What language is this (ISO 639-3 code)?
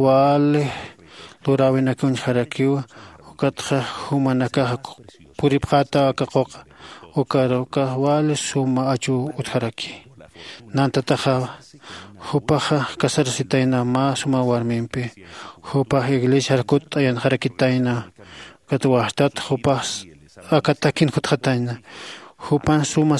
aym